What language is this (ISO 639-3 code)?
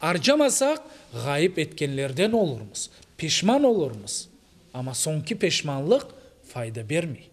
crh